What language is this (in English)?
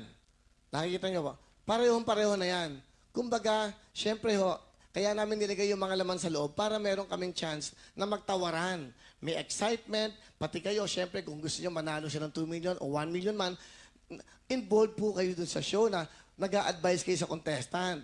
Filipino